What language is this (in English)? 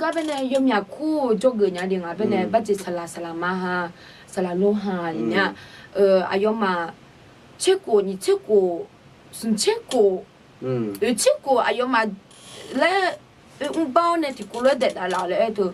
Akha